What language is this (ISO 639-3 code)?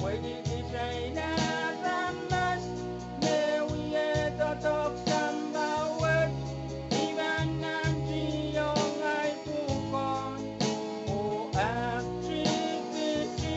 pon